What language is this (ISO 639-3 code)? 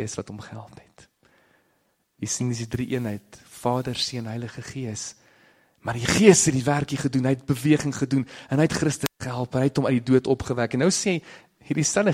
afr